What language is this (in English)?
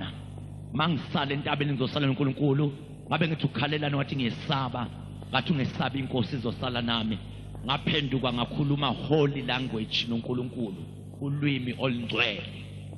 Zulu